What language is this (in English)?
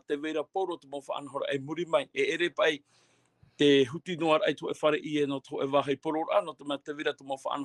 Tahitian